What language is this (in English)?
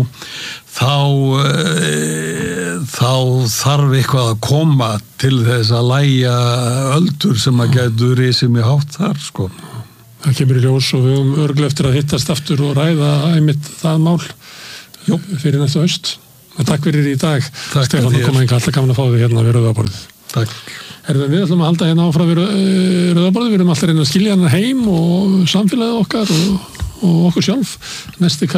Icelandic